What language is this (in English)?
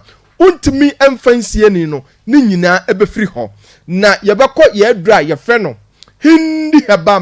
Akan